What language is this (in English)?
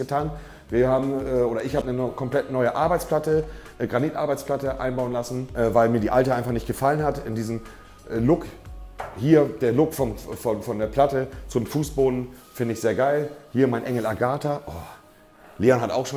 Swiss German